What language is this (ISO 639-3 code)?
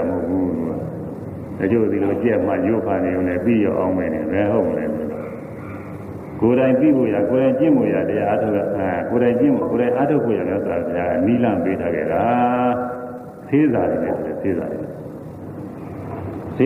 mya